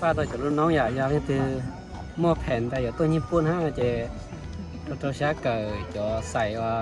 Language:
Hmong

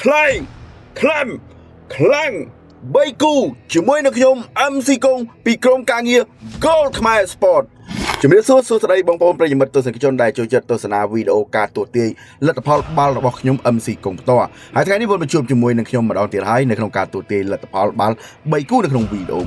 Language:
Khmer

